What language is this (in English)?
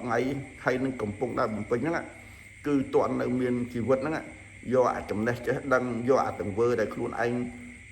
Khmer